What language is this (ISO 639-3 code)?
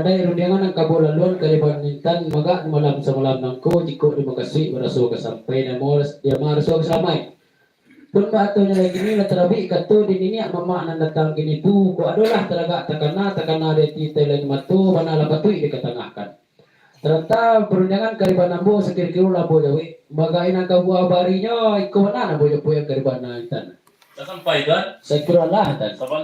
min